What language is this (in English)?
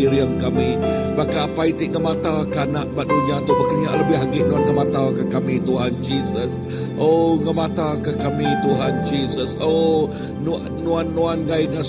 Iban